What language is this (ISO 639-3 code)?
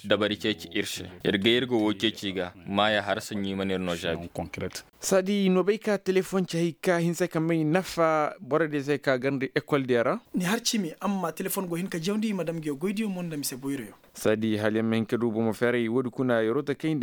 ses